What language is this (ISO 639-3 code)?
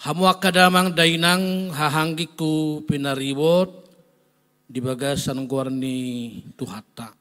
bbc